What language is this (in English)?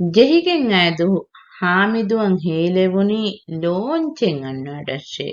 Divehi